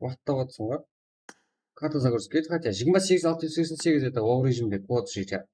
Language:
Kara-Kalpak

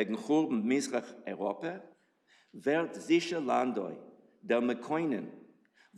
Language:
Yiddish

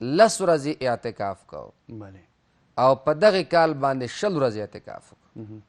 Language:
Pashto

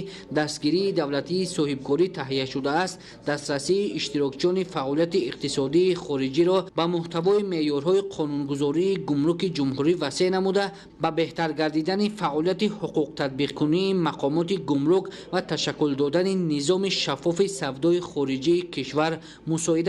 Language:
Tajik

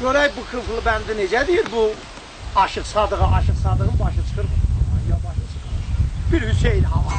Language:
South Azerbaijani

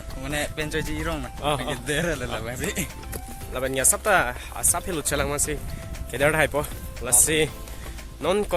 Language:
Karbi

